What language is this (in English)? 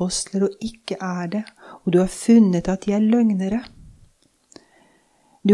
Norwegian